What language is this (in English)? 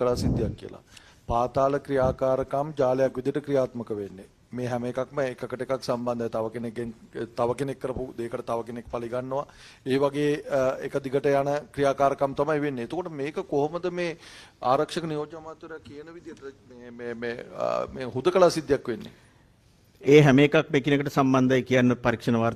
Sinhala